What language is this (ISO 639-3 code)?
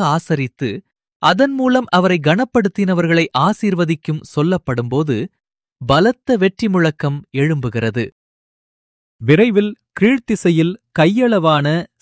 tam